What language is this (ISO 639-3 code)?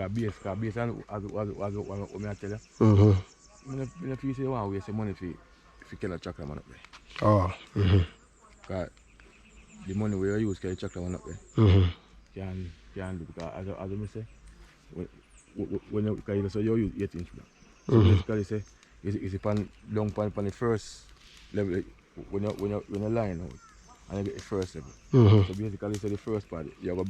jam